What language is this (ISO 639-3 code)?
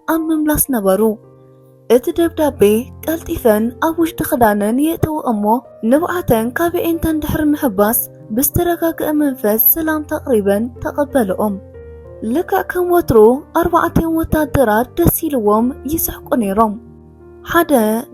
tir